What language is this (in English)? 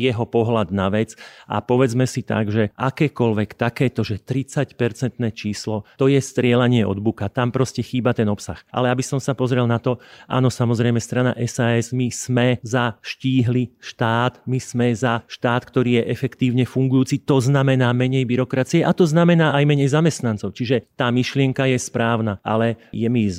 Slovak